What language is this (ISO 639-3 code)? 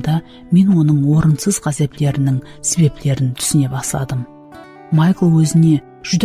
kaa